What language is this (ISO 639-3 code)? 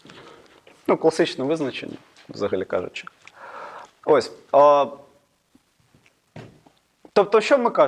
ukr